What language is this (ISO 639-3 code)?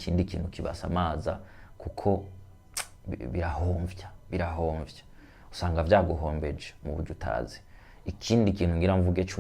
run